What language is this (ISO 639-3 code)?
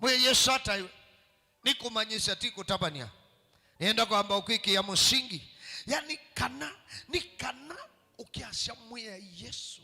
kam